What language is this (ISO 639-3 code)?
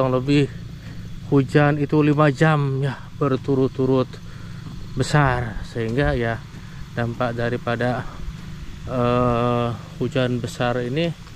ind